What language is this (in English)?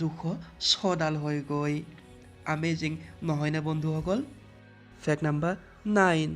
Assamese